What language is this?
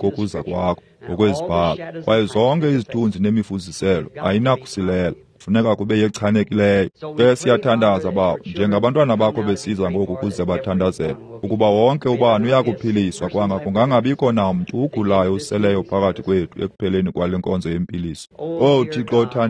Xhosa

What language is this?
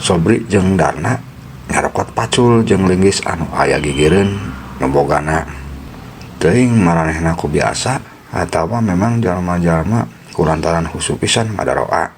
Sundanese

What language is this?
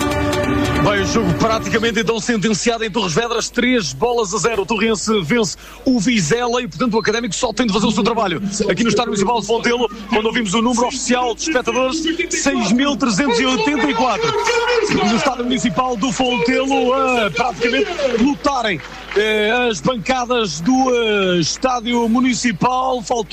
Portuguese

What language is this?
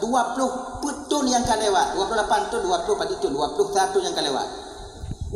Achinese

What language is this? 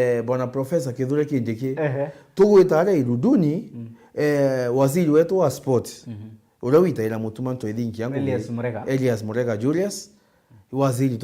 Meru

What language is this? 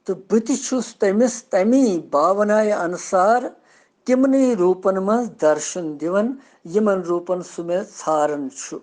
Kashmiri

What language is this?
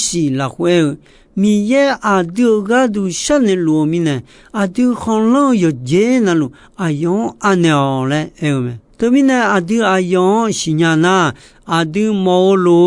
Akha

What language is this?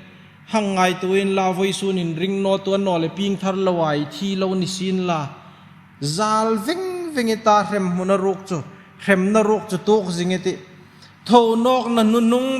Hmar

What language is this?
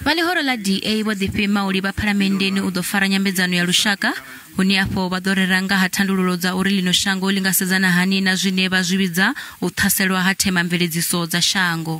Venda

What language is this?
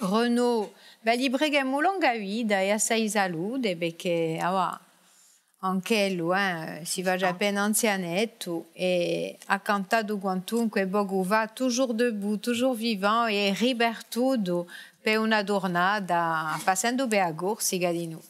Corsican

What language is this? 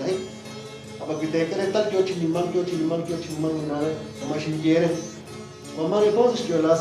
Kekchí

